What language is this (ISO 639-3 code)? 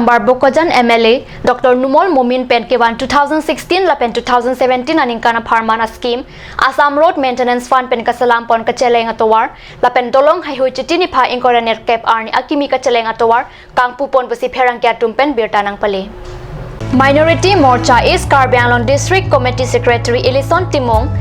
mjw